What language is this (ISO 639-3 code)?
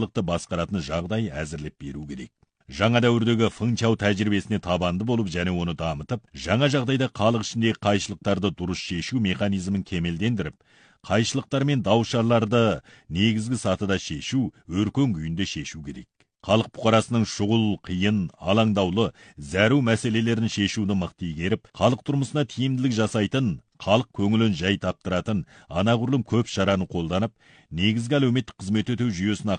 kaz